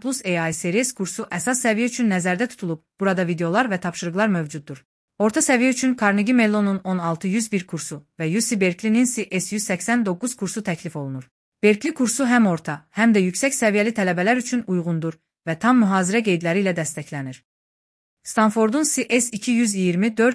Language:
Azerbaijani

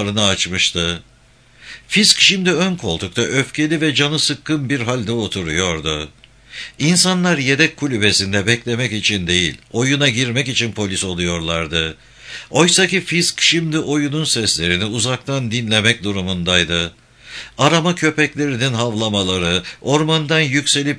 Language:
Turkish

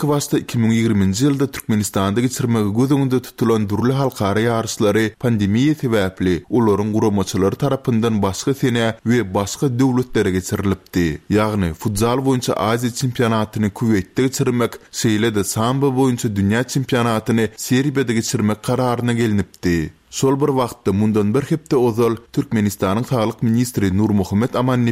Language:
Turkmen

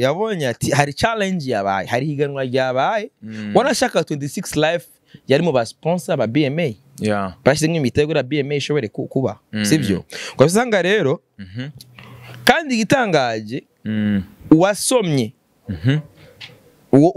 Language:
Rundi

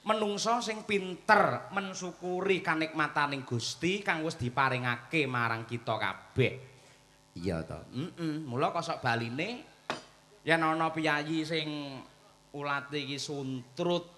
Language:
Javanese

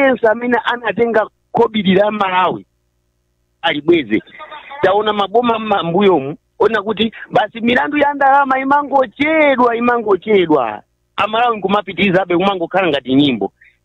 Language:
Nyanja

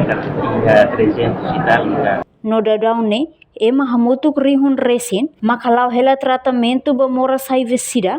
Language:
Tetum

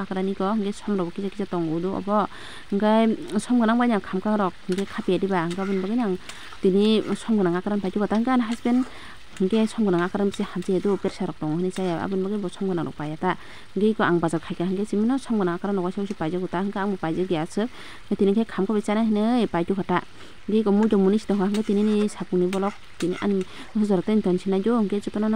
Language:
Kok Borok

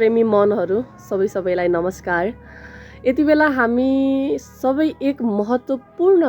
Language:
Nepali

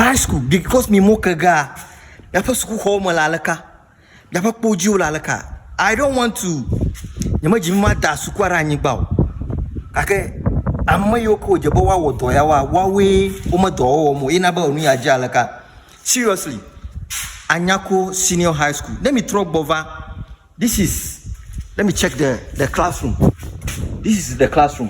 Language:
Ewe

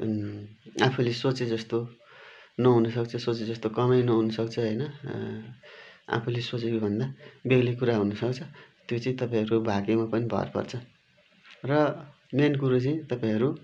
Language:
Nepali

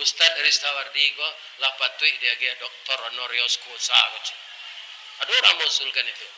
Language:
Minangkabau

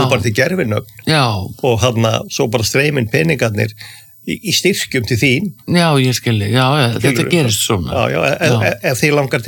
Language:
Icelandic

